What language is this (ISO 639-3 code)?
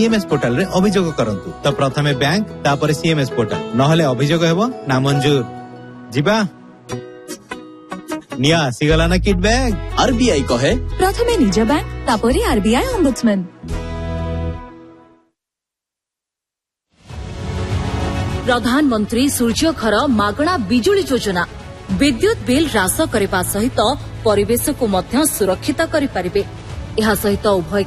ori